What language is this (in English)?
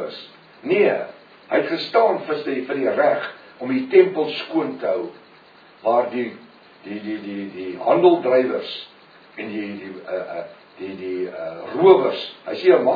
Afrikaans